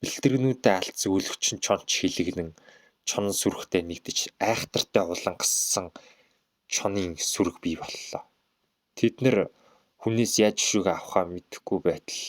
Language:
Mongolian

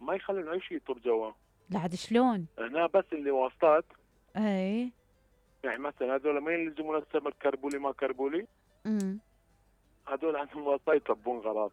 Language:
Mesopotamian Arabic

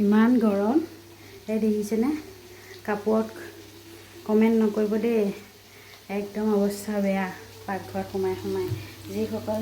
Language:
Assamese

